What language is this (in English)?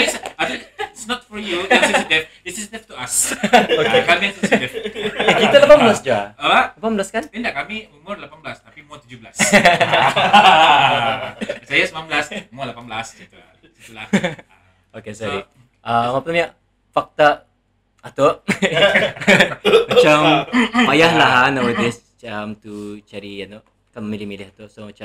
Malay